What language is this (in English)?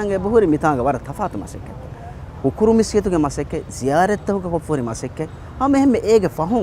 Divehi